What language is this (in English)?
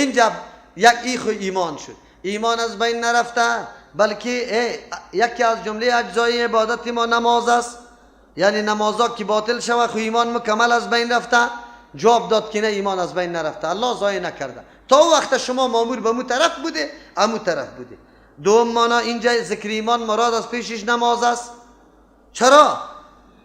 Persian